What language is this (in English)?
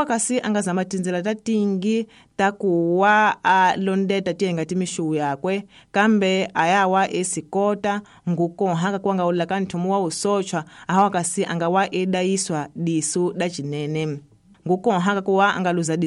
Tsonga